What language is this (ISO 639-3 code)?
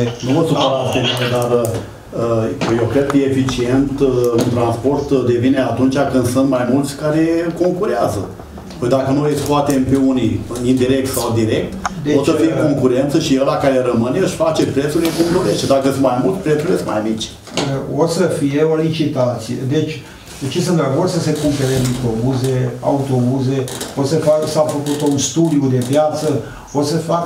ron